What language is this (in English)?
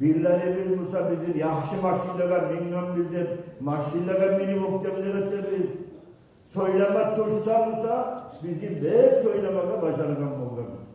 Kumyk